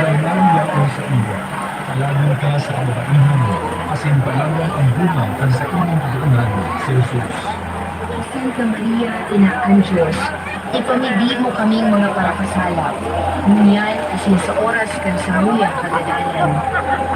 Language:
Bikol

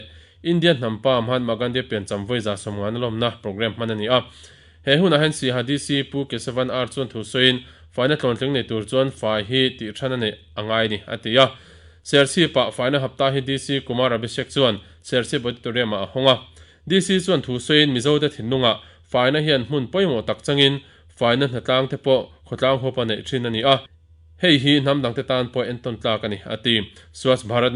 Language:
Mizo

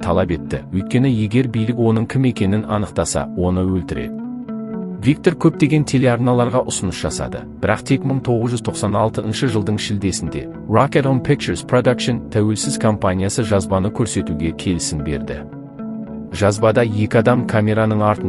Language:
Kazakh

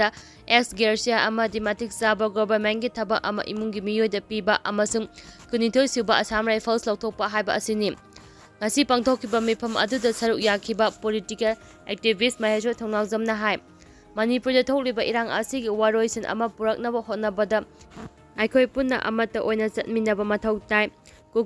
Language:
Manipuri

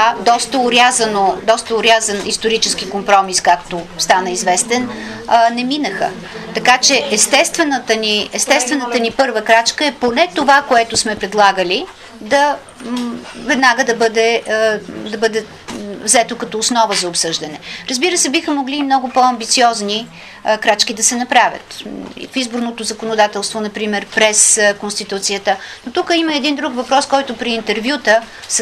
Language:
Bulgarian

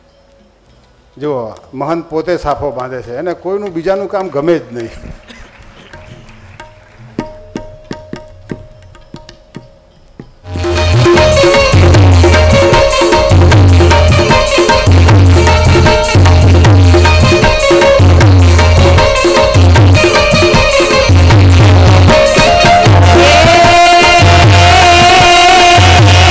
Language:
Gujarati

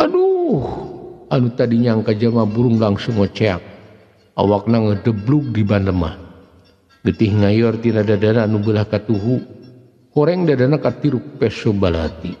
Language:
Sundanese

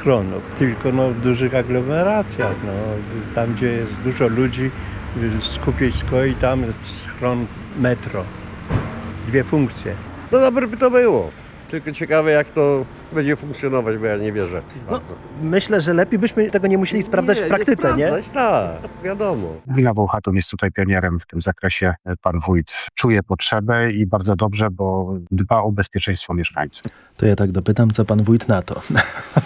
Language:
Polish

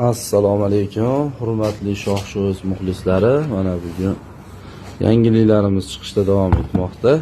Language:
Uzbek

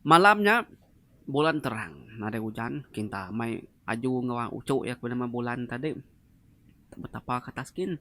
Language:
Iban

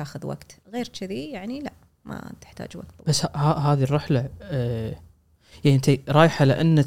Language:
Gulf Arabic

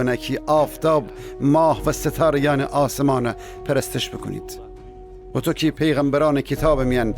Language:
Gilaki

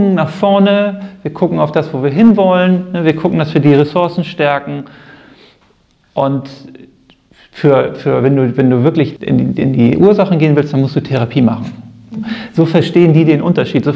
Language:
German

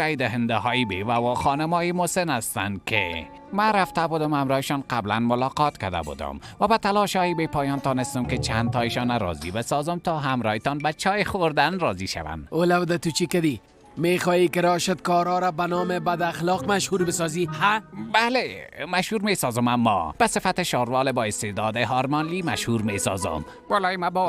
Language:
Persian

